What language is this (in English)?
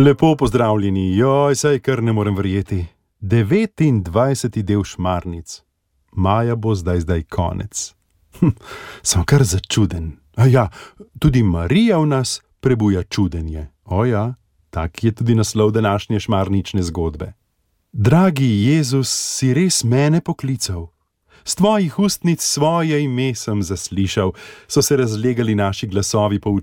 Slovenian